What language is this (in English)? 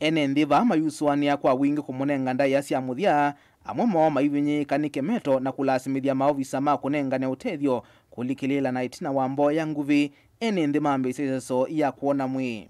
Kamba